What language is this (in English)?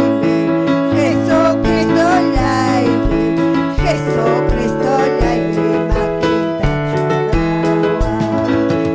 Ayacucho Quechua